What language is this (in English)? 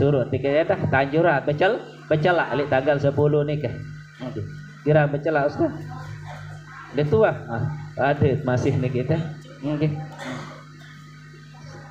Sasak